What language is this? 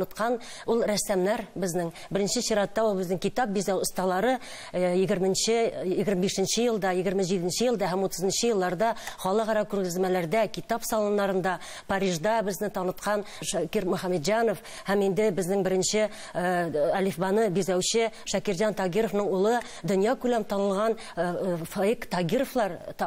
Tatar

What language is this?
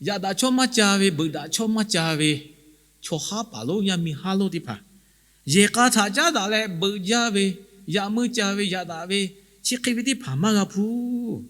Lahu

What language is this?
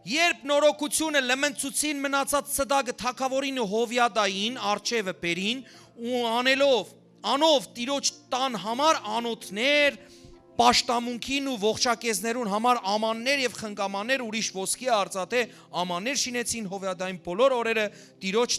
Western Armenian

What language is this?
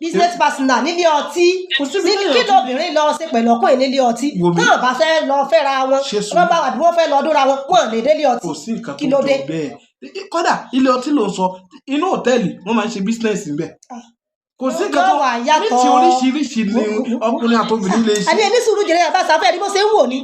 Yoruba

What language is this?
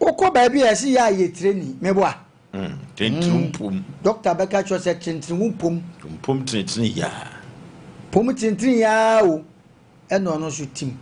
Akan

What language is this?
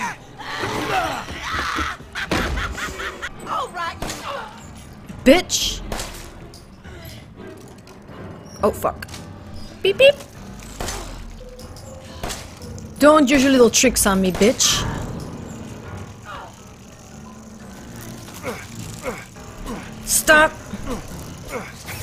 English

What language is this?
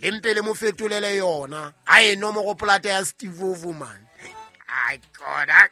Southern Sotho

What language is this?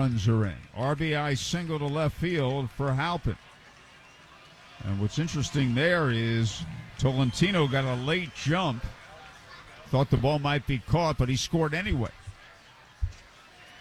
English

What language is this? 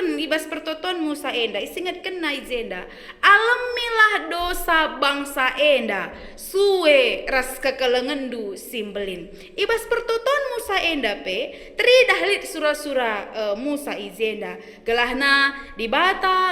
Batak Karo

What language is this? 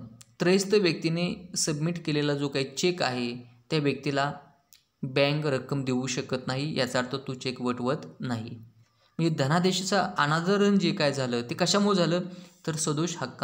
Marathi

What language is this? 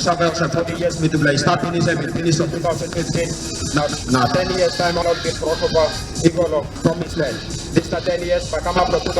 Tok Pisin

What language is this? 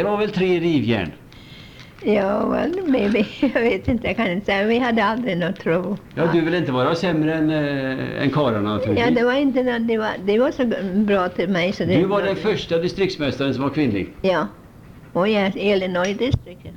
Swedish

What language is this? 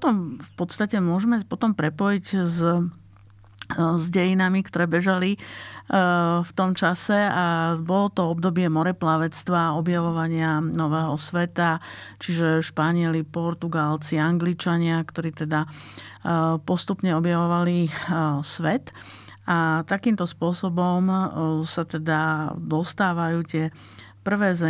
Slovak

